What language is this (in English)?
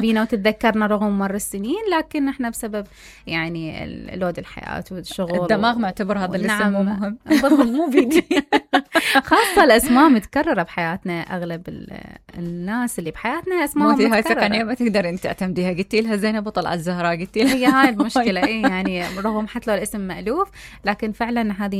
Mesopotamian Arabic